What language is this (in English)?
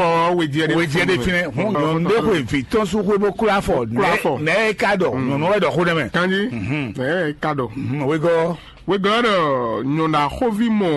Fon